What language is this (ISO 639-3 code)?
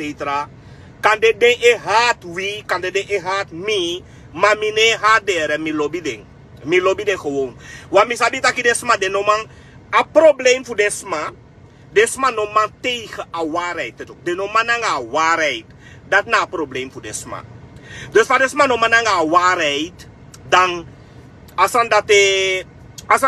srn